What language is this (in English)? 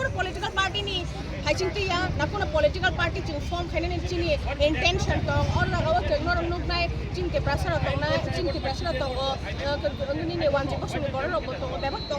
Kok Borok